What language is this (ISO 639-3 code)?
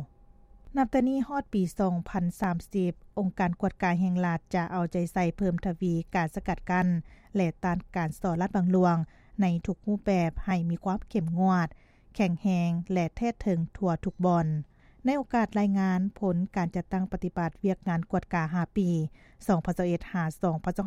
lao